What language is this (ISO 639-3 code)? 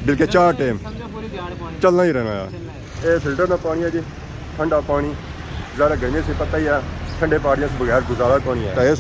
phr